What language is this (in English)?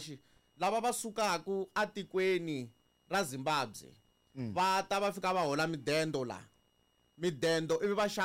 Tsonga